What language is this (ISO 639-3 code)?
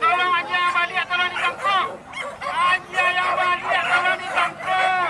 min